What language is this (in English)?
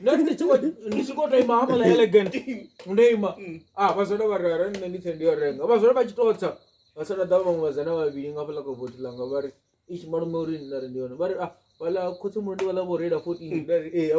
Venda